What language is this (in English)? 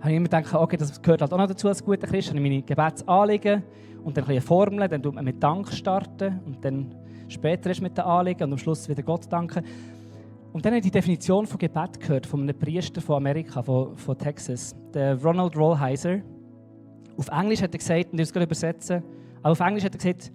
Swiss German